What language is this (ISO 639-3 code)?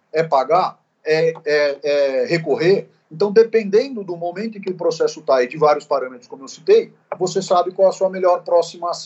por